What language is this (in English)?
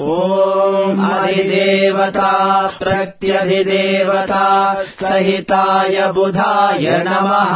Sanskrit